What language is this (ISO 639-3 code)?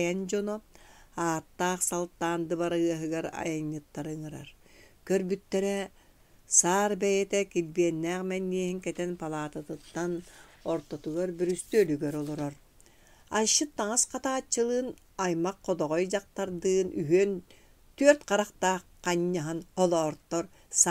sah